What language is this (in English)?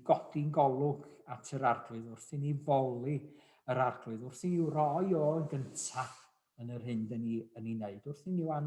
Welsh